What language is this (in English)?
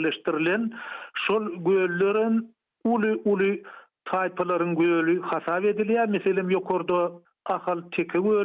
Turkmen